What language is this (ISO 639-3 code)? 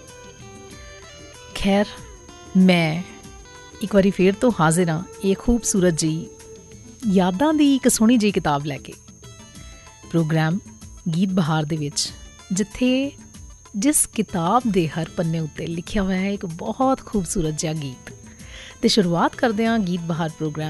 pan